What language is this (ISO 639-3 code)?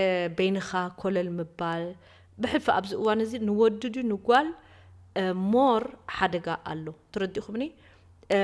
tir